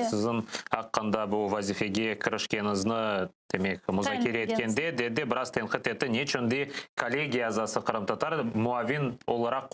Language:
Crimean Tatar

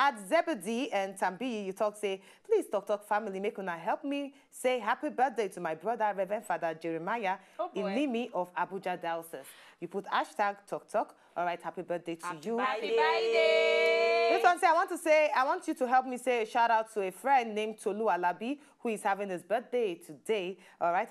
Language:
Nigerian Pidgin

